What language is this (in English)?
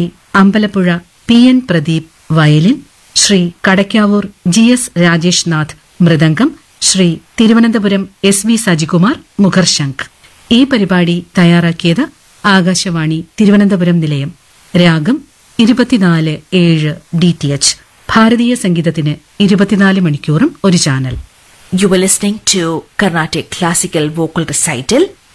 Malayalam